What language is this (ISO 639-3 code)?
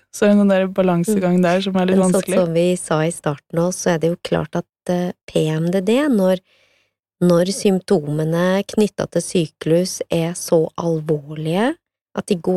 nor